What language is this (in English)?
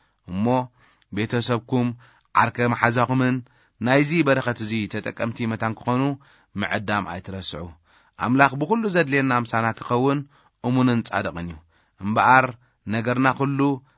Tigrinya